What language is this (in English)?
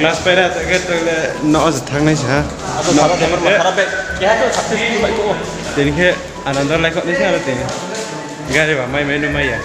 Riang (India)